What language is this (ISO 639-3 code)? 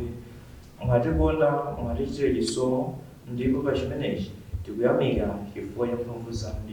nya